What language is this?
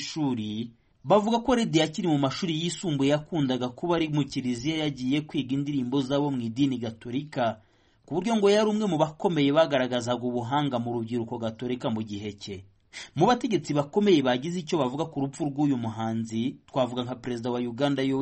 Kinyarwanda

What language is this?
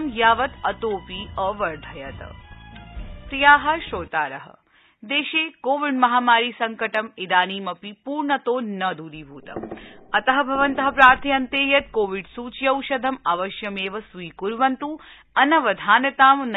Sanskrit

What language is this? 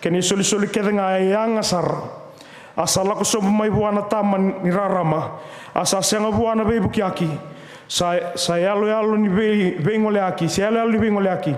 Fijian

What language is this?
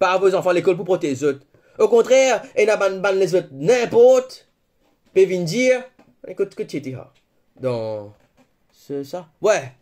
Morisyen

